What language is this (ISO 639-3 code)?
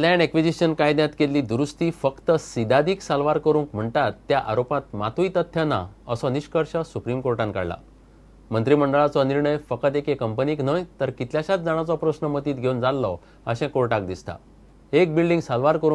kok